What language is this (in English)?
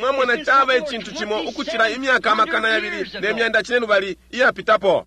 Bemba